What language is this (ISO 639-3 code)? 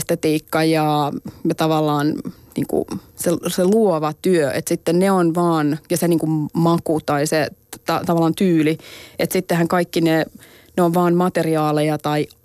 fin